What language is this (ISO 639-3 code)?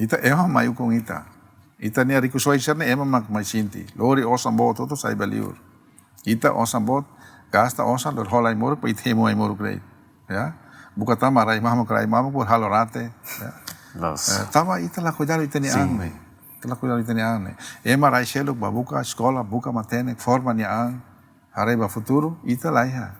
tet